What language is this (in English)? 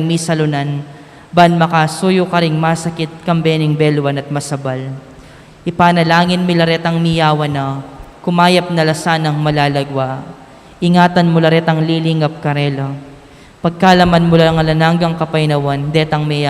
Pampanga